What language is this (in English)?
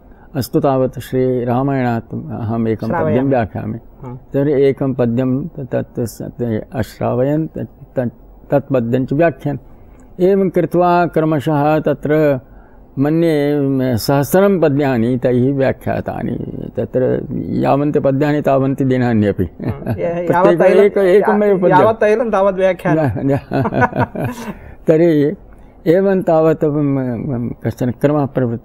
Sanskrit